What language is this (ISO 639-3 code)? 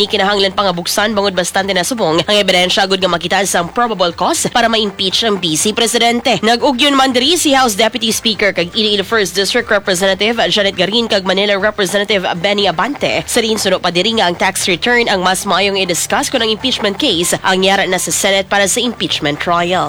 hil